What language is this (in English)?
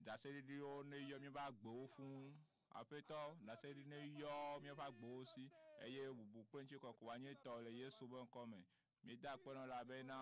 Ewe